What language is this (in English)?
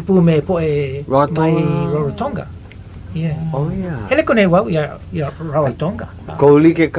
Hawaiian